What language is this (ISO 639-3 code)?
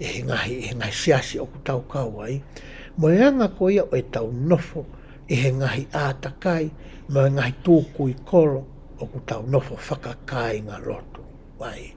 ton